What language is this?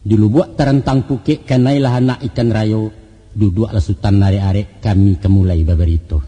Minangkabau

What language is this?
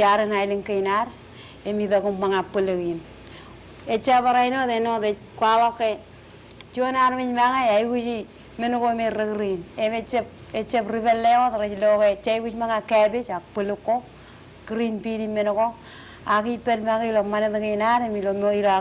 Marshallese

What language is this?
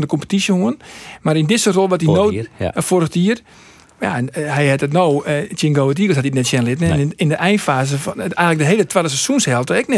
Western Frisian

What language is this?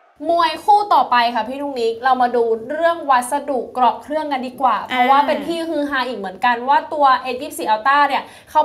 Thai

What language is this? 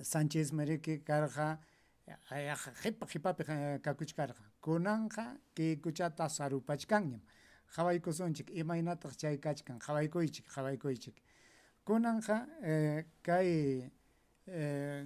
Ayacucho Quechua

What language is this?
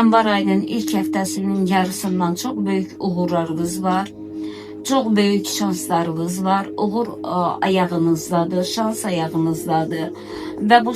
Azerbaijani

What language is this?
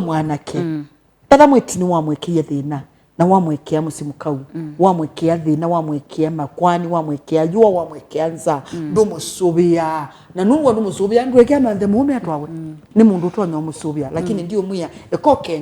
Kamba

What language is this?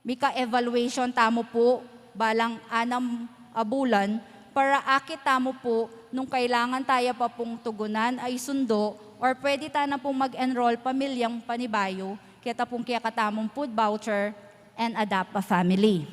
Pampanga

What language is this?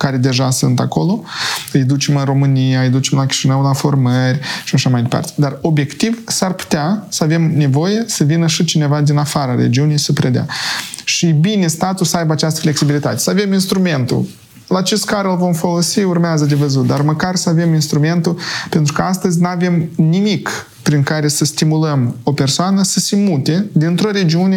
Romanian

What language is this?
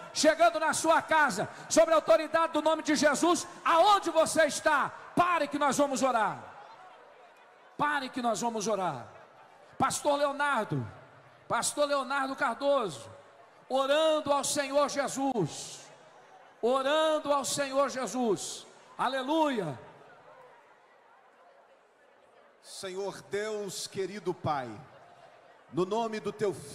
Portuguese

